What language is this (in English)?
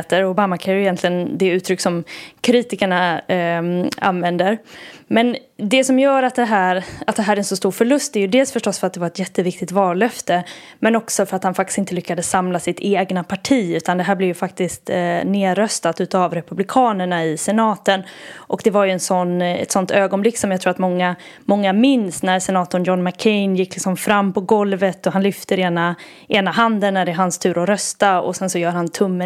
Swedish